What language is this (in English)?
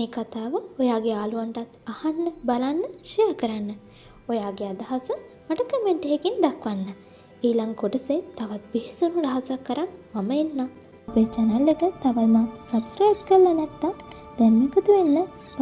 Sinhala